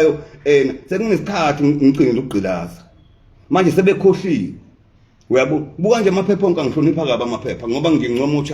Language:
Zulu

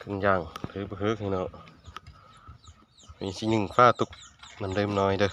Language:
Lao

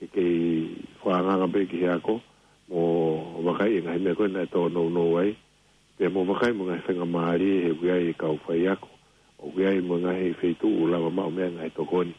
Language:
Tongan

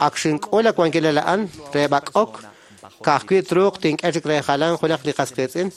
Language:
Kekchí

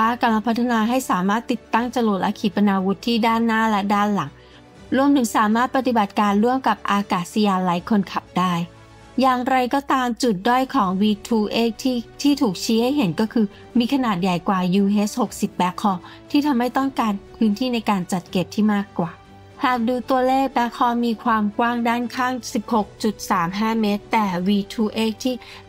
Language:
Thai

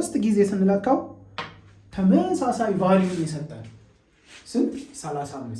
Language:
Amharic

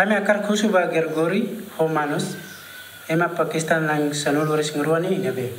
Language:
Tetum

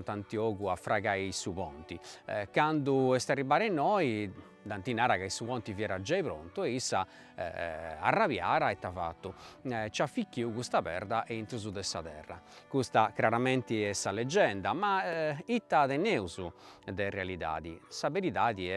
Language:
Sardinian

